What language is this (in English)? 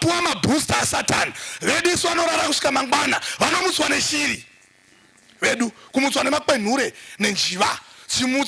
Shona